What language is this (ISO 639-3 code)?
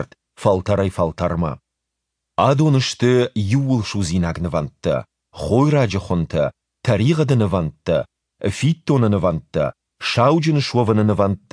oss